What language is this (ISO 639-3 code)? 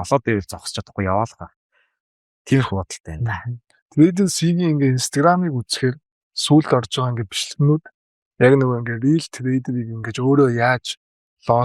mon